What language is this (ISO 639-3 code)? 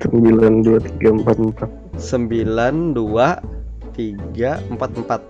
bjn